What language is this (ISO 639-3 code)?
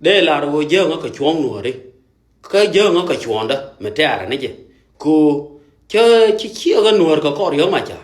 nus